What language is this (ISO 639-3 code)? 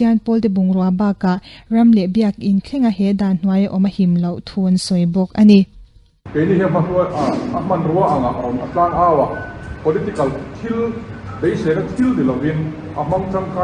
lus